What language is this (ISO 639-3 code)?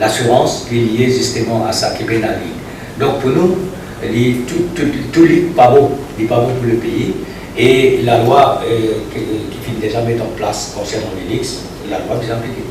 mfe